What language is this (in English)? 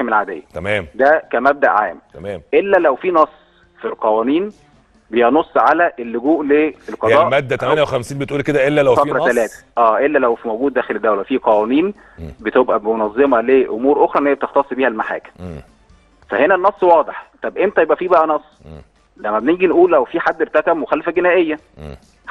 Egyptian Arabic